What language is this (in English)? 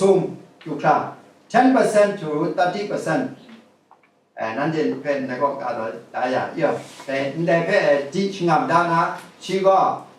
Kachin